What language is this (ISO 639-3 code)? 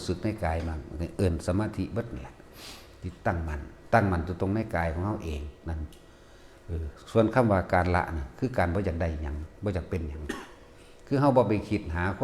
tts